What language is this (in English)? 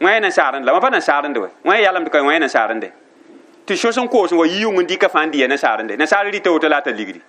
Mossi